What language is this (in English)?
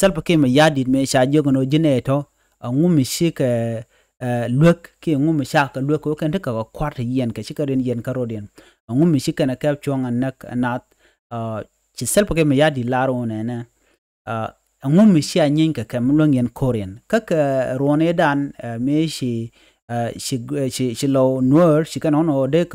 Nuer